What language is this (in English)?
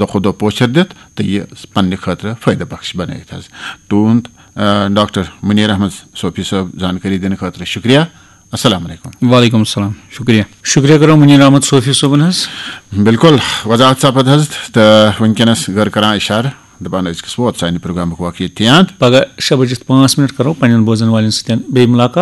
Kashmiri